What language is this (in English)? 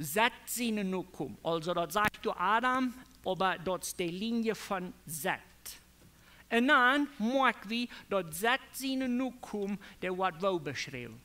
Plautdietsch